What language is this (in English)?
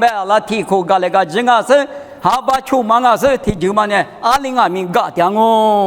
Lisu